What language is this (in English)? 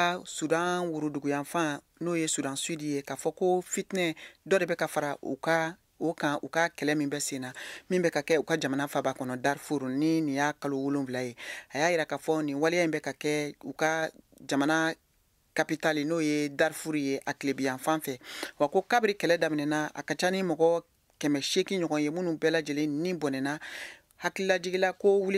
Bambara